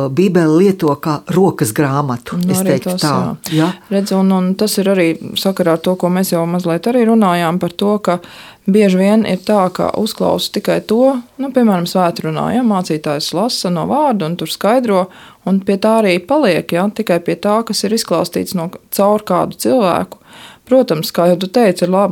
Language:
Latvian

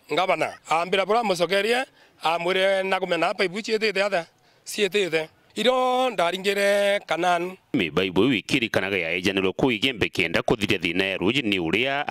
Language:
Meru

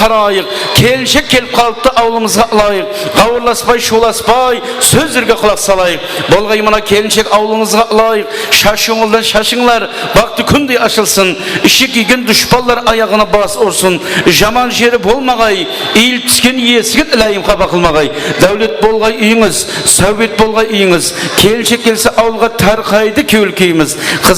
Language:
Kara-Kalpak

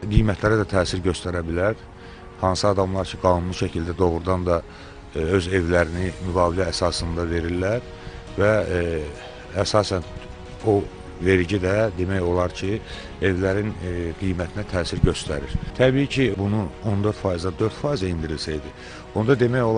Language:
Azerbaijani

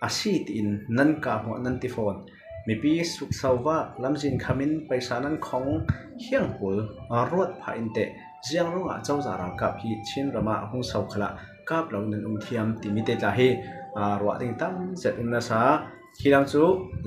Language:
Falam Chin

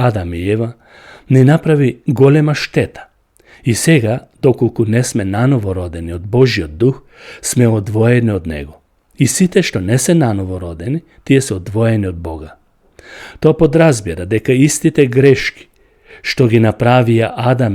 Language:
Macedonian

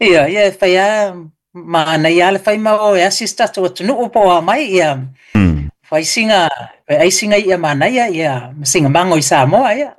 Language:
Samoan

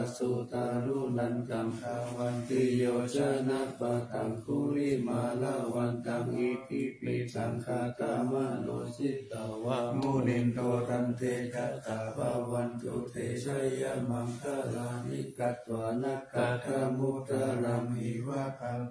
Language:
Pali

